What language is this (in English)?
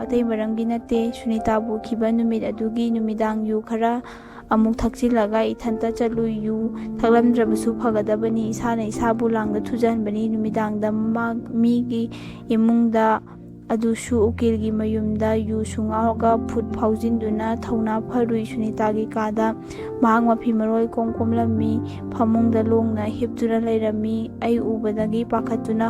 Manipuri